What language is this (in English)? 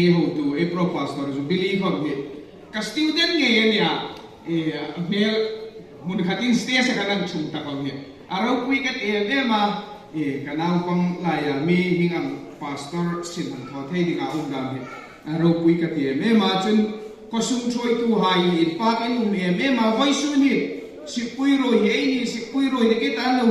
Hmar